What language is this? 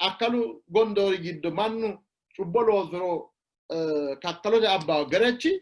Sidamo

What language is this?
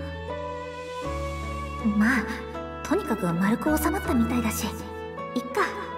Japanese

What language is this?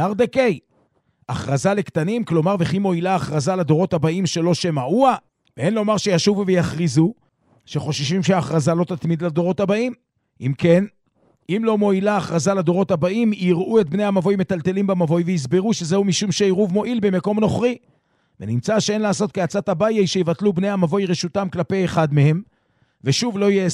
Hebrew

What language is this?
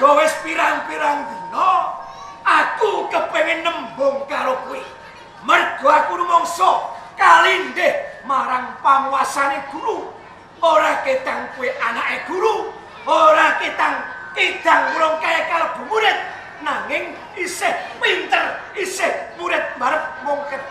Javanese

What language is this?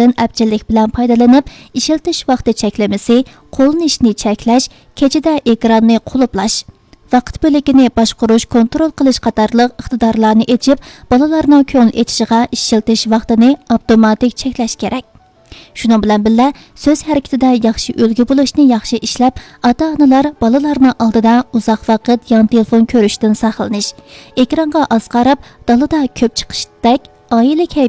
Uyghur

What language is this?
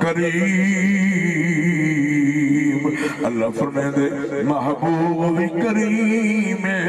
Saraiki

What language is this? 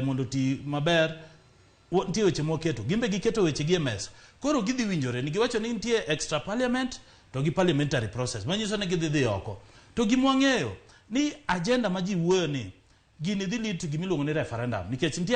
Luo (Kenya and Tanzania)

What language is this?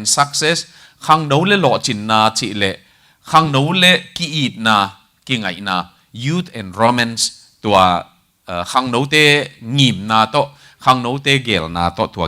Tedim Chin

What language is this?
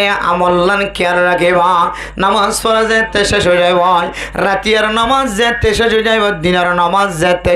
Rohingya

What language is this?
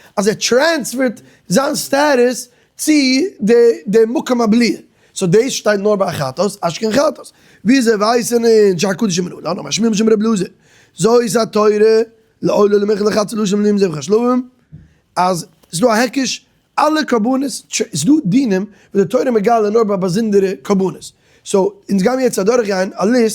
Yiddish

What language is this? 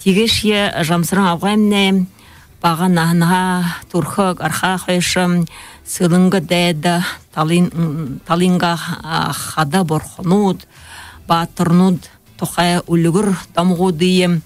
Buriat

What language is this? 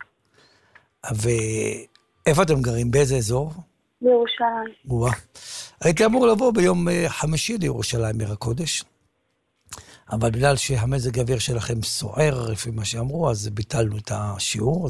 Hebrew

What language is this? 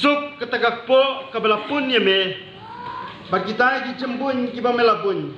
Khasi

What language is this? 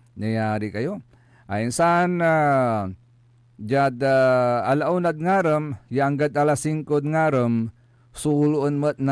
Pangasinan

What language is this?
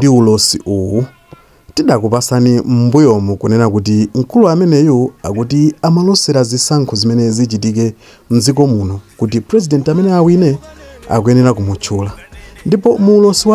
Nyanja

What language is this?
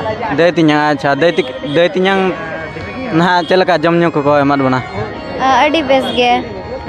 Santali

